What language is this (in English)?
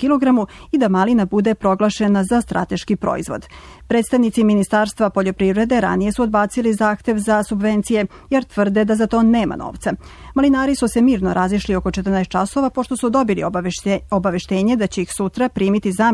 Serbian